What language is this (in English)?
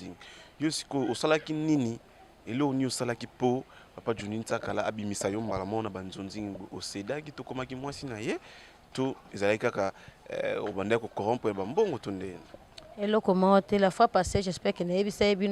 Lingala